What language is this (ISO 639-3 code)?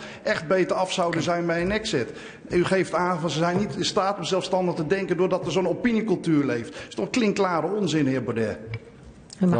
nld